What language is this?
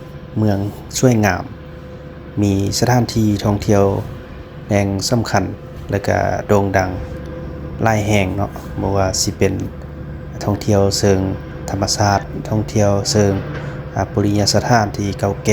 Lao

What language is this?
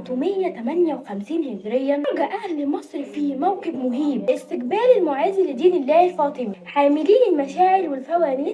Egyptian Arabic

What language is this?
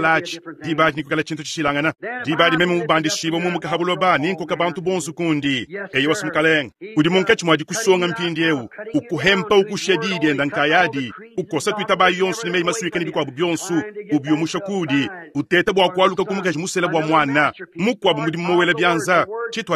Luba-Lulua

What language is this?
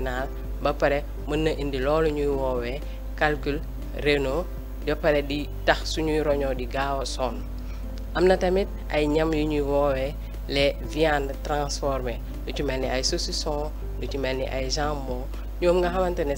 Wolof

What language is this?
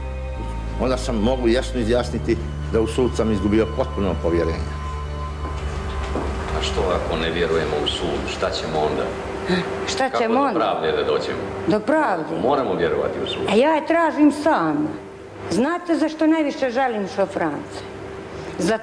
Bosnian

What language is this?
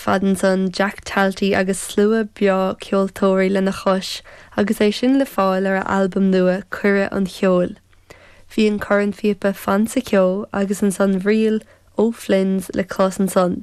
Irish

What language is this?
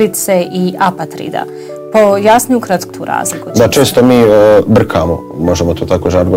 Bosnian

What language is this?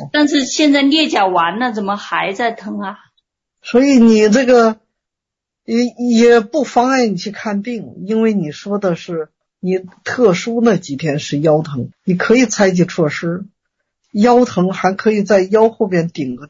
Chinese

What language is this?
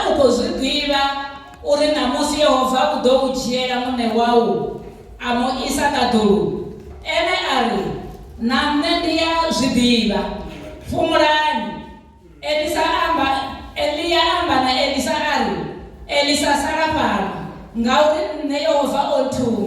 Venda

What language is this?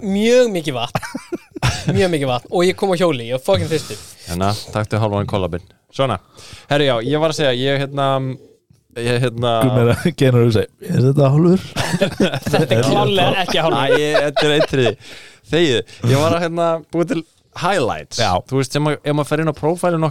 Icelandic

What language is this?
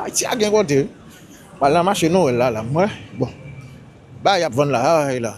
Haitian Creole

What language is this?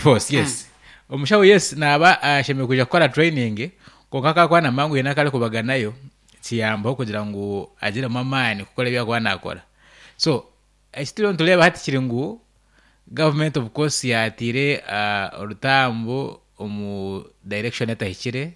Nyankole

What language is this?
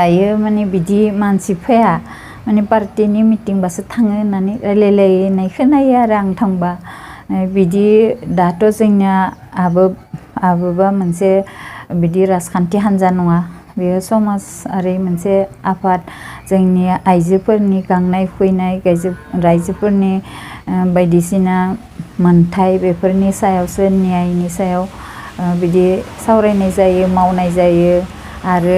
Bodo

